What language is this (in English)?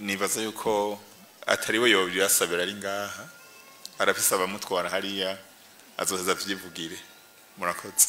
Rundi